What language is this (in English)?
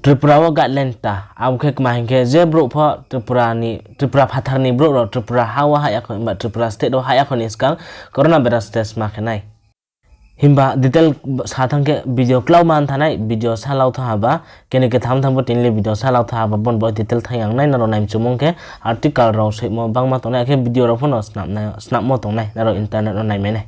Riang (India)